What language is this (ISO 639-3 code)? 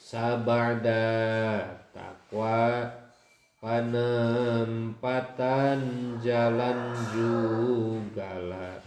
sun